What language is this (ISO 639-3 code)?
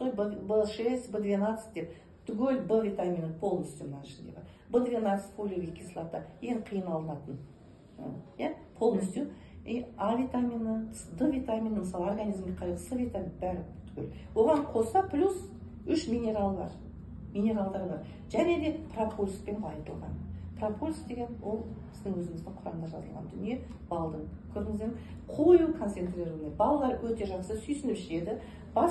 kaz